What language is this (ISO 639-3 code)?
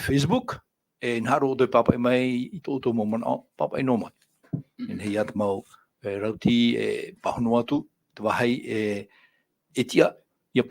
tah